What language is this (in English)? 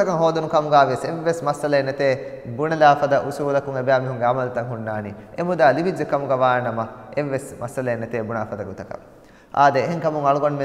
Divehi